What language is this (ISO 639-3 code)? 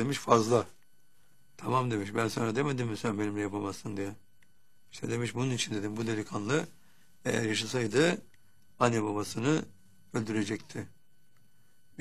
tur